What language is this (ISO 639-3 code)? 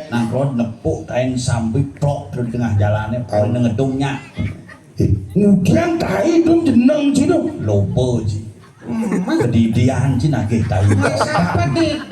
ban